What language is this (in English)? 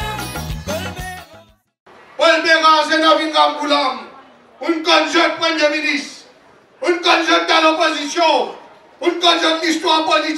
Morisyen